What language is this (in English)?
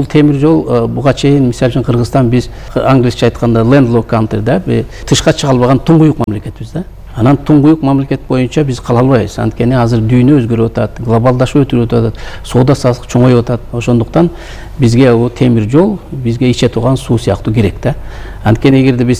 Kyrgyz